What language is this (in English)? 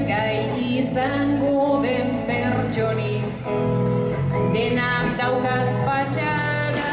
Basque